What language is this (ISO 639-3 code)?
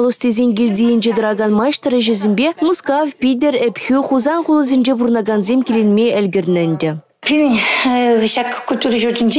chv